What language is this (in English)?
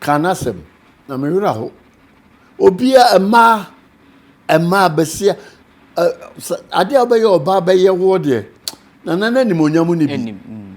Akan